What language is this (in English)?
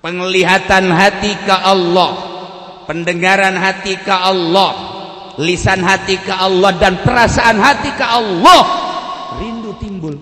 Sundanese